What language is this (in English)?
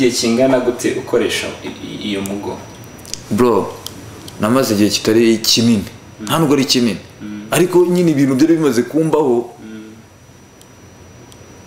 Kinyarwanda